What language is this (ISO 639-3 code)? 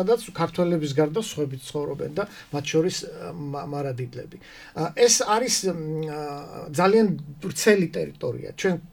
kat